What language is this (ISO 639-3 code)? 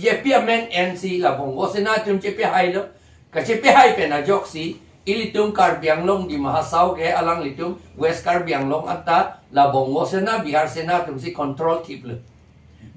mjw